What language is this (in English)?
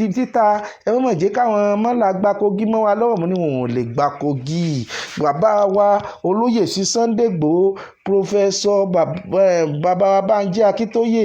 Yoruba